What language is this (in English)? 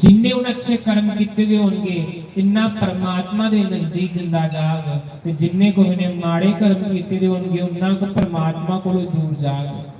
Dogri